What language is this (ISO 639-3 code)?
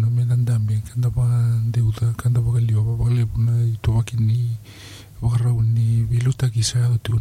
fij